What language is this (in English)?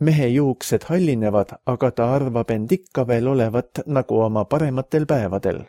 Estonian